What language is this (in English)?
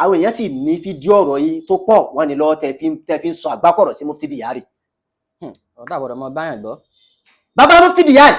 Yoruba